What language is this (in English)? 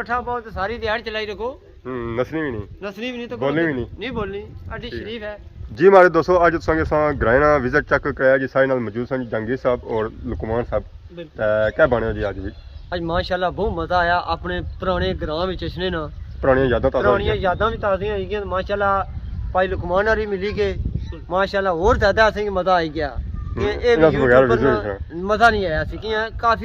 Pahari-Potwari